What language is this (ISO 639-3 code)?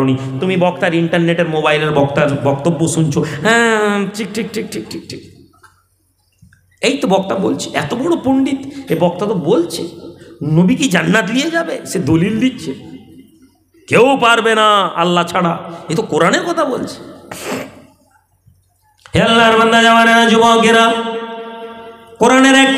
ben